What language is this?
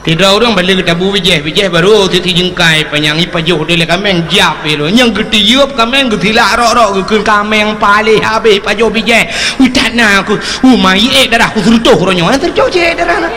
Achinese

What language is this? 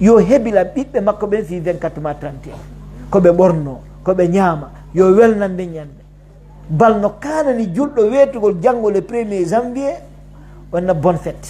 Pular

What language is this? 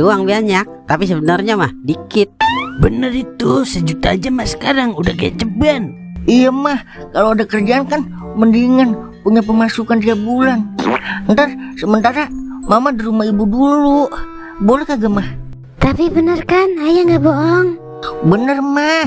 Betawi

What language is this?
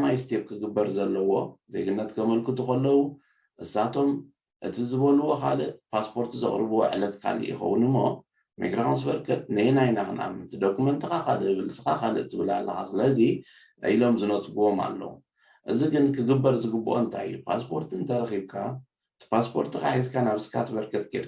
Tigrinya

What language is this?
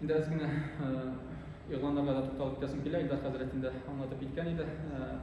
Tatar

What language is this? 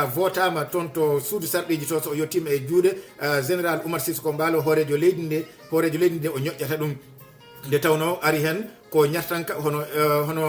Fula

